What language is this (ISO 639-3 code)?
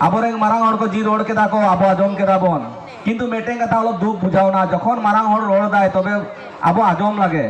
sat